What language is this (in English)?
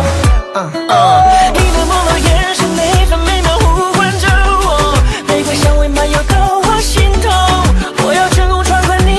Chinese